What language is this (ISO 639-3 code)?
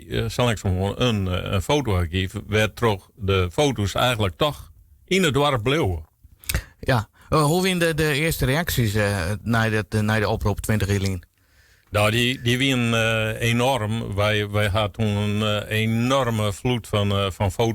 fry